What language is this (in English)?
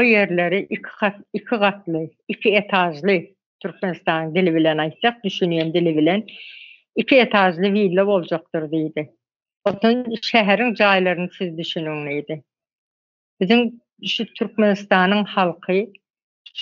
Turkmen